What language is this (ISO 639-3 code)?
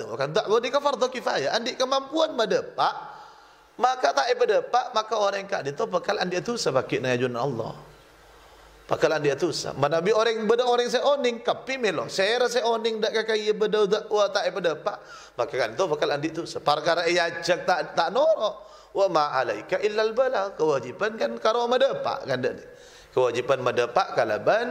mad